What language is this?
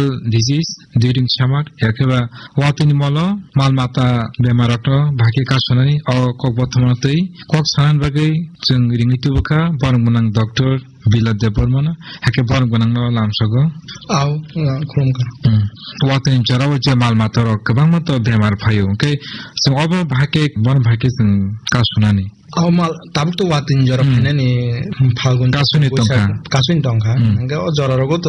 Kok Borok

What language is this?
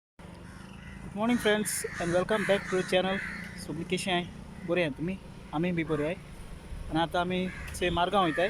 Konkani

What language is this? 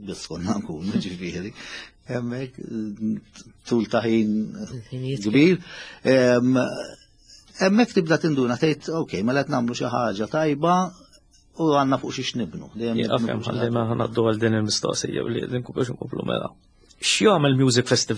Maltese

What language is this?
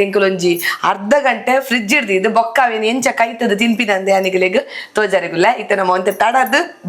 Tulu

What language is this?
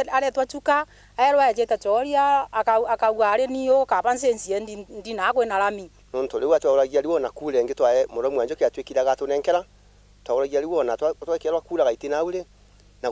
Meru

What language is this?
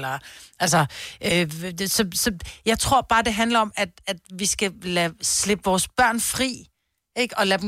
Danish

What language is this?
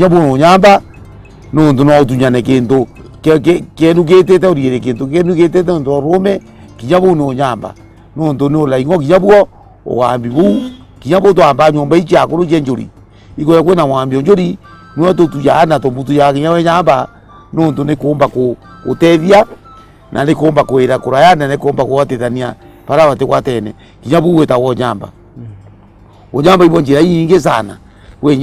Meru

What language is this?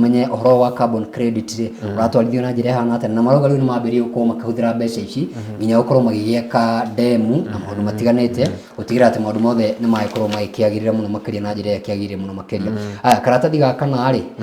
Kikuyu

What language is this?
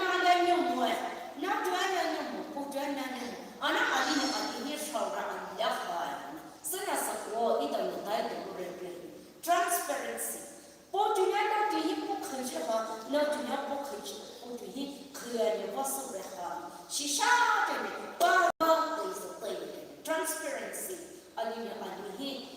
Poumei Naga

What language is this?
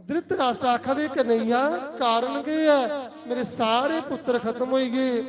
Dogri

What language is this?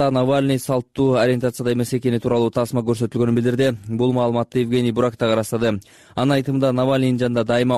Kyrgyz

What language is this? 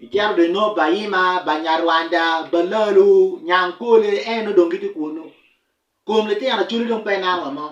Acoli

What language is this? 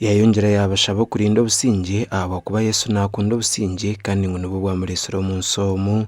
Nyankole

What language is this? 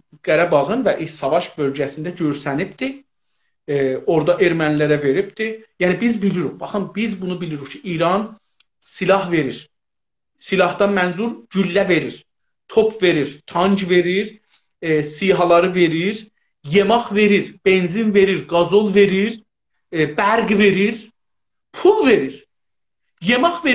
South Azerbaijani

